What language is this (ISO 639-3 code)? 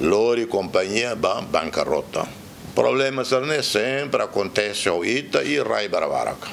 tet